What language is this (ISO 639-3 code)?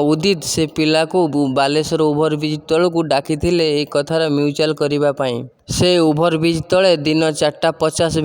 ori